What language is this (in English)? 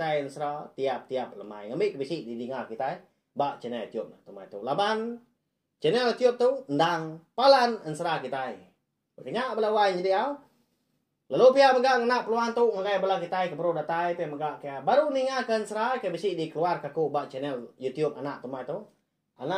Iban